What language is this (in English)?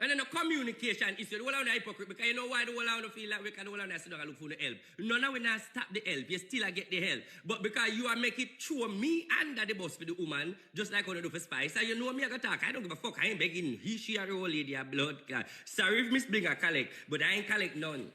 Jamaican Creole English